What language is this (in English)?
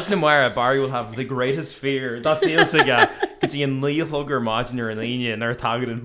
Irish